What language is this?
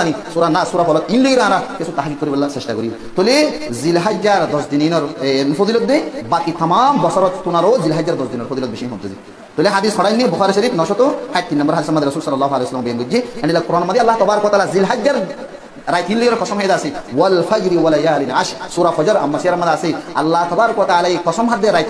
Rohingya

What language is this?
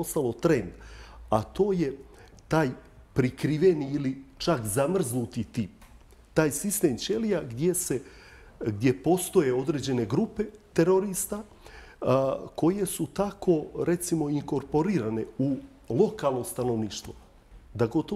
Bosnian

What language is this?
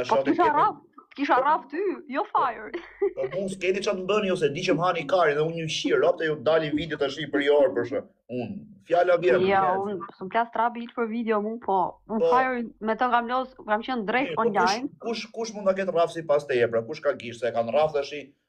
Albanian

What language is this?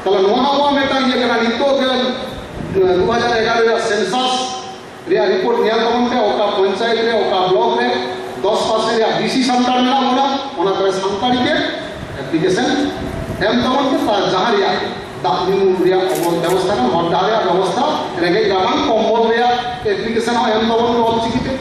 Santali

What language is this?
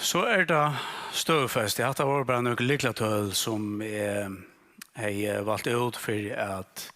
Faroese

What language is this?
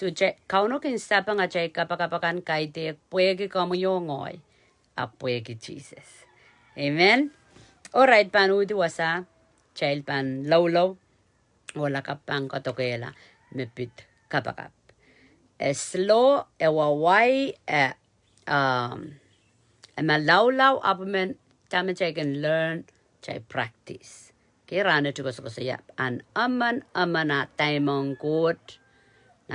Pohnpeian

